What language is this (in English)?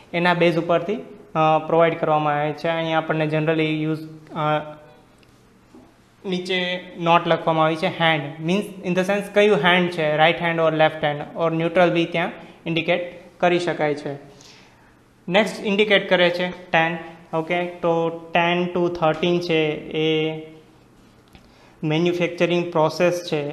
Gujarati